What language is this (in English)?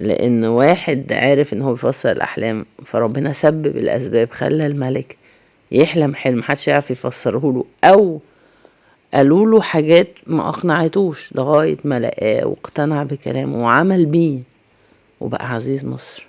Egyptian Arabic